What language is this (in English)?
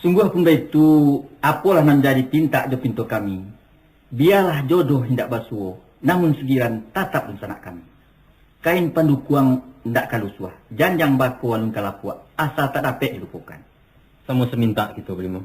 Minangkabau